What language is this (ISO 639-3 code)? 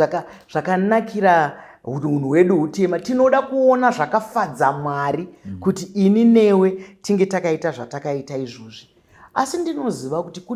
sna